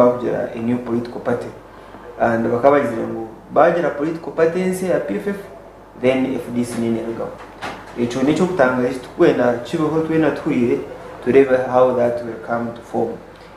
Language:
Nyankole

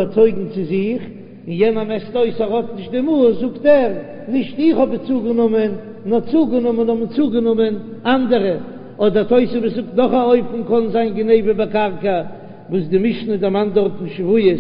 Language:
Yiddish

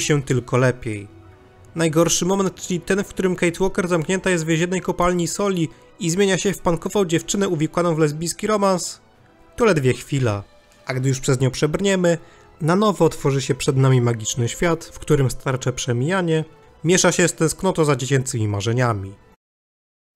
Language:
Polish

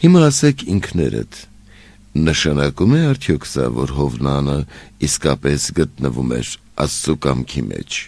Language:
Armenian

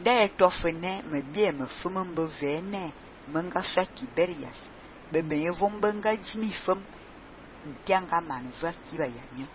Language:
Fang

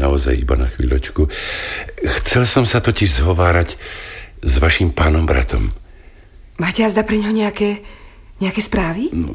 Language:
Slovak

